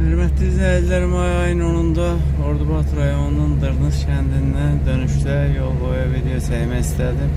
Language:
Azerbaijani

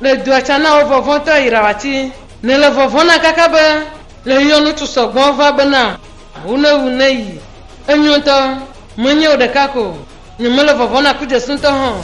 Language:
Ewe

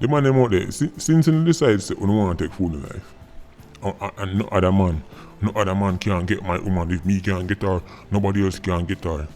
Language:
Jamaican Creole English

